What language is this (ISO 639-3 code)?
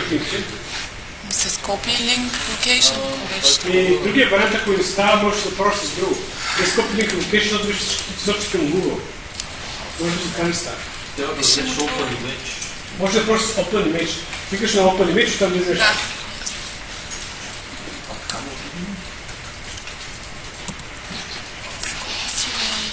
bul